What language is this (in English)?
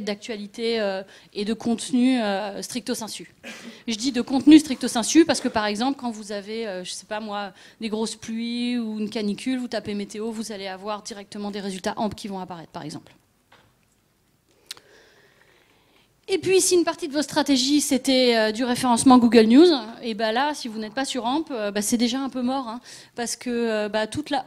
French